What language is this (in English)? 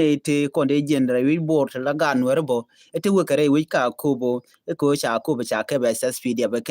Nuer